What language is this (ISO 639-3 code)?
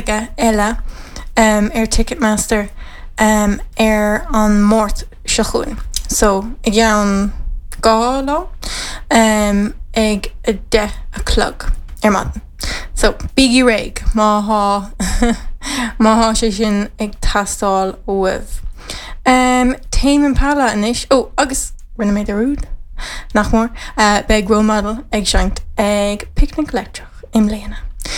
gle